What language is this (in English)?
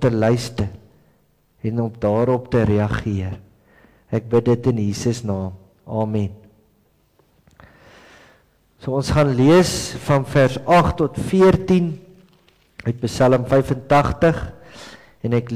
Afrikaans